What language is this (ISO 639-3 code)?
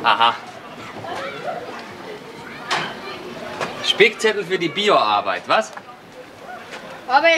deu